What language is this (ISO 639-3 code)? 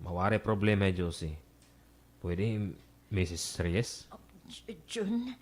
war